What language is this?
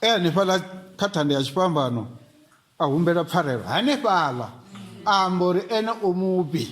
Venda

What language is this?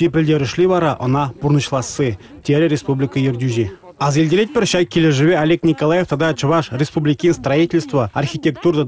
Chuvash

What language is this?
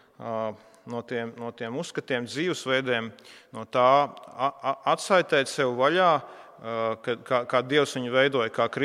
Latvian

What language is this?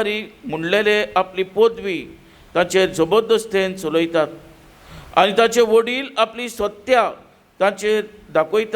Konkani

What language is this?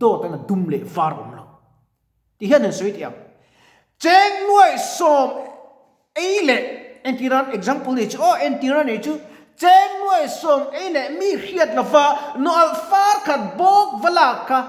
Mizo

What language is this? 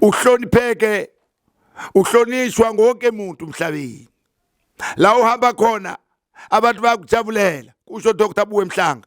Zulu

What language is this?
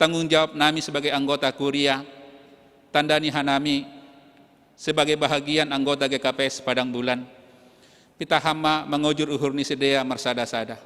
Batak Simalungun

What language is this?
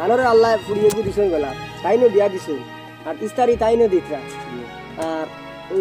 Sylheti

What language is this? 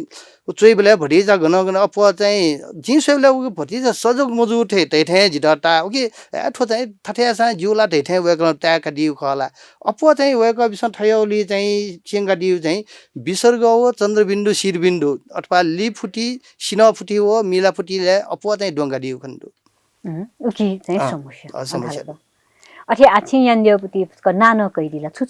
Newari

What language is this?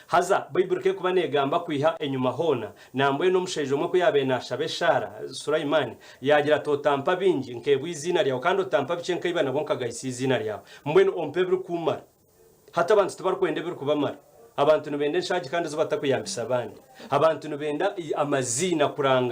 Nyankole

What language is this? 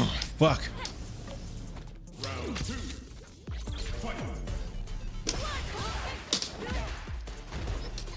English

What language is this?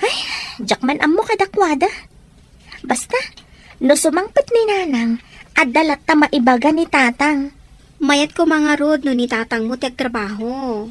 Iloko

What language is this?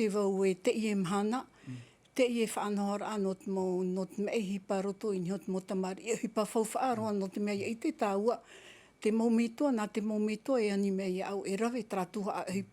Tahitian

